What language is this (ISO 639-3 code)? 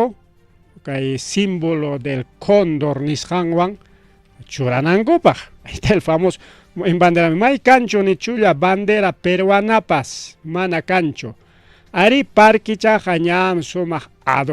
quy